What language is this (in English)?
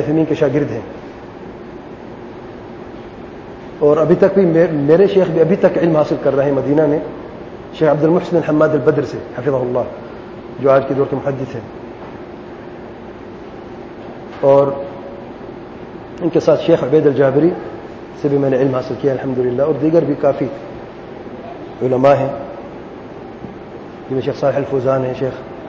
Urdu